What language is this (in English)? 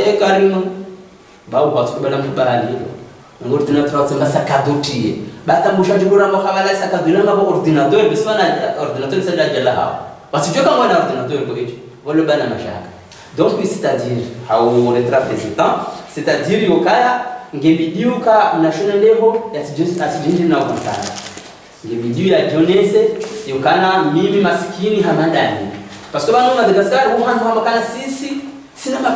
Swahili